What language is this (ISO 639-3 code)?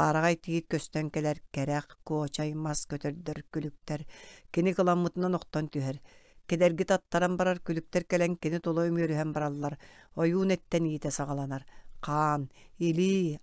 sah